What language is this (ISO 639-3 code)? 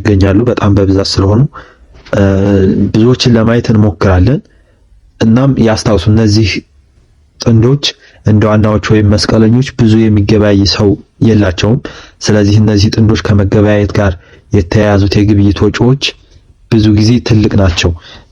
amh